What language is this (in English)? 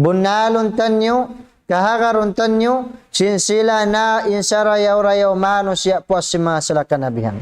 Tausug